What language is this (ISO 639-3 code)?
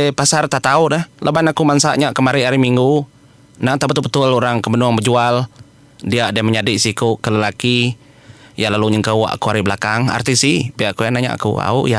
iba